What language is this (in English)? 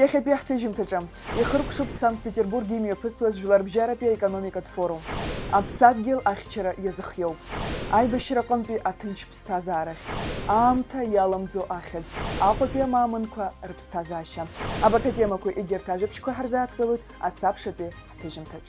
Abkhazian